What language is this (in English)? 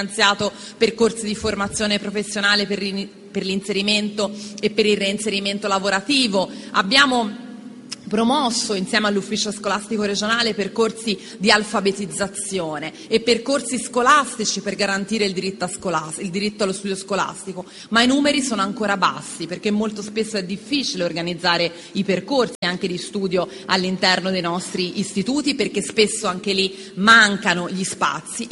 Italian